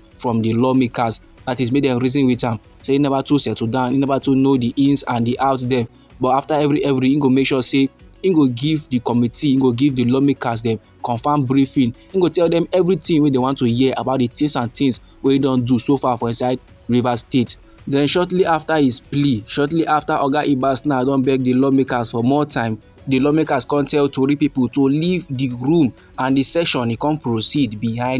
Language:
Nigerian Pidgin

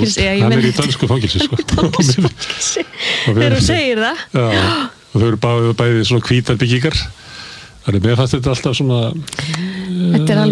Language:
Icelandic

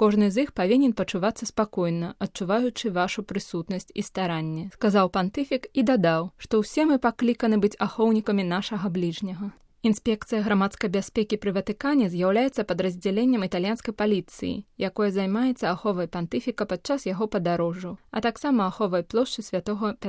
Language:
Belarusian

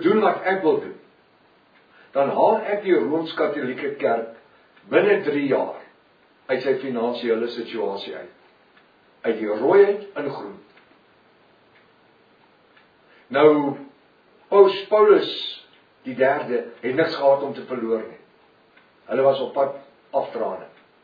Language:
Afrikaans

